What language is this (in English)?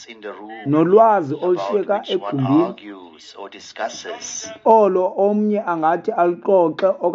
Xhosa